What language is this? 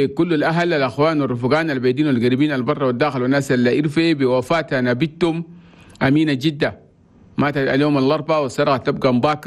Chadian Arabic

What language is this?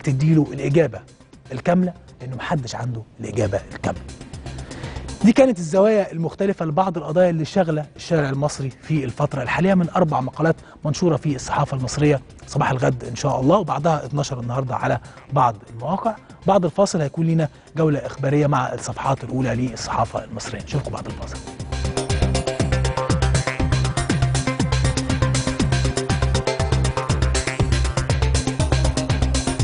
Egyptian Arabic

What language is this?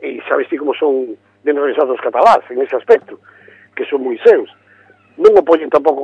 Galician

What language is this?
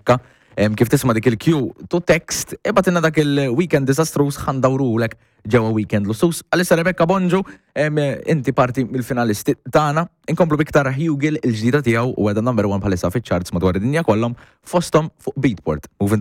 Maltese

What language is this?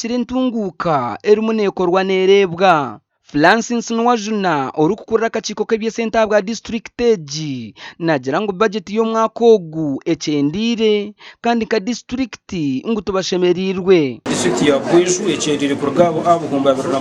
Nyankole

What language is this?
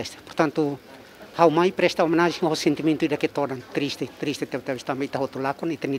Tetum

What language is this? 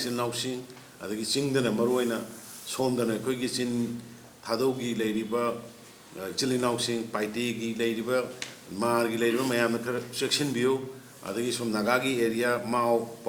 Manipuri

